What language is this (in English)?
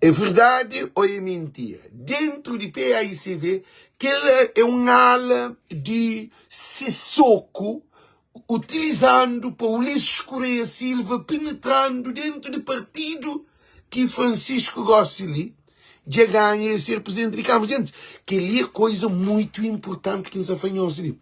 Kabuverdianu